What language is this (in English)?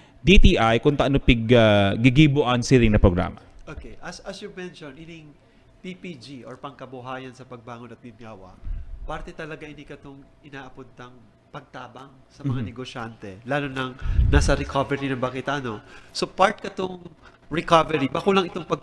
Bikol